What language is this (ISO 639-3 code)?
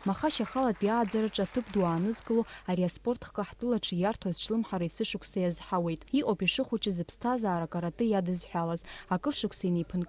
abk